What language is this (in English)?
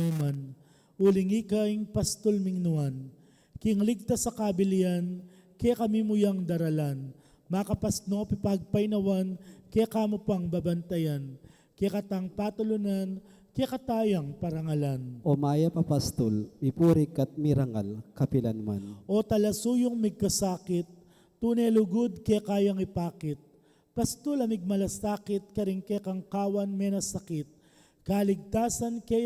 Pampanga